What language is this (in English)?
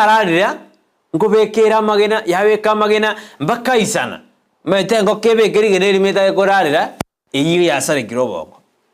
Gusii